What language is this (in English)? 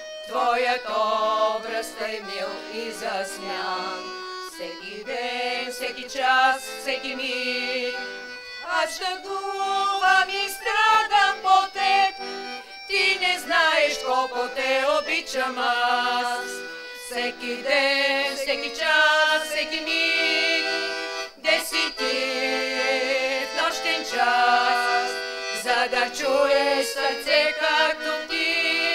Bulgarian